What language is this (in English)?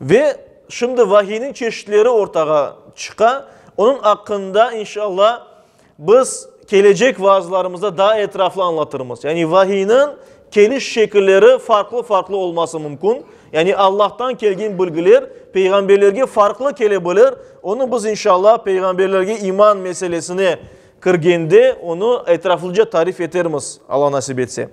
Crimean Tatar